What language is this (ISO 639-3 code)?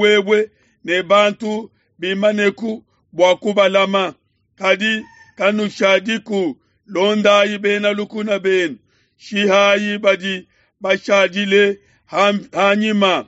lua